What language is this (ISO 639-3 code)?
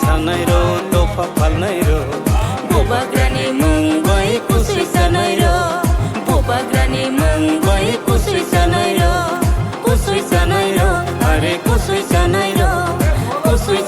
trp